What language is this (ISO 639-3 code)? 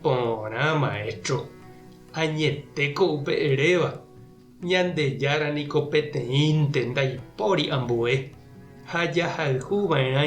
grn